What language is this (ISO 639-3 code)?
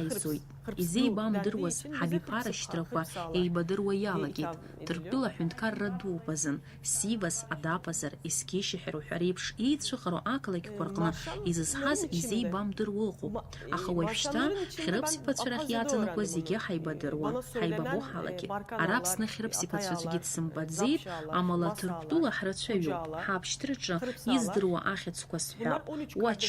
abk